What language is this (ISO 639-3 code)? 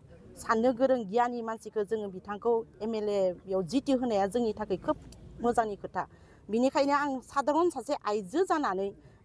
brx